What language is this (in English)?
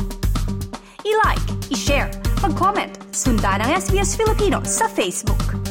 Filipino